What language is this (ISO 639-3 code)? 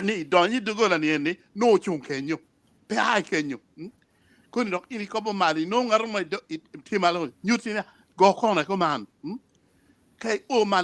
ach